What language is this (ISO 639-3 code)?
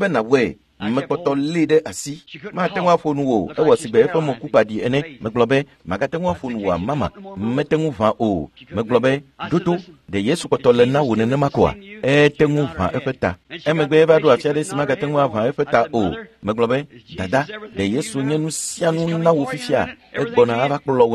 ewe